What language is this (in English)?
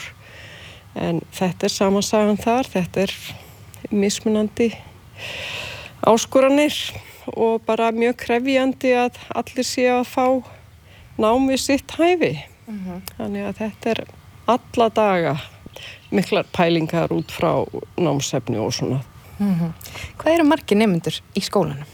Icelandic